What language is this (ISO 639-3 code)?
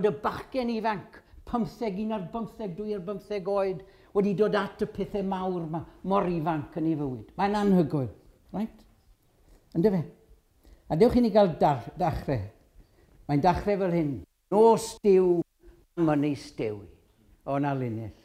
cym